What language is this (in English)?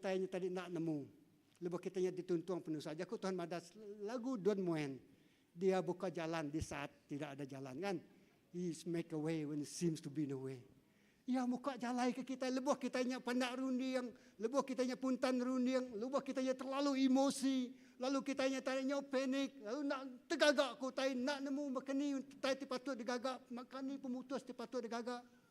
Iban